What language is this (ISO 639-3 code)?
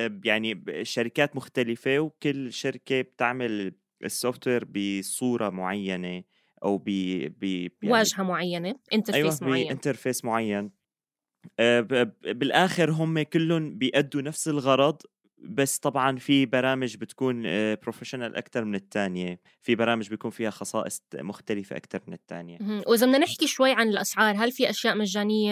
apc